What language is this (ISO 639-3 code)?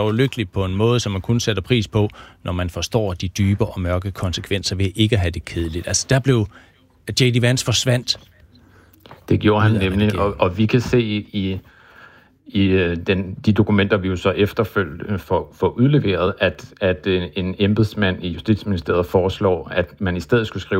dan